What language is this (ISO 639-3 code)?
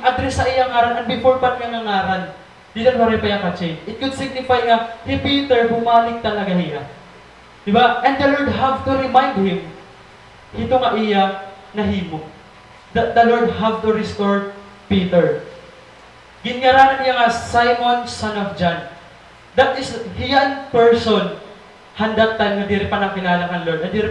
war